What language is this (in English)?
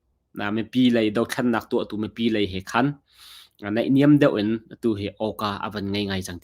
Hakha Chin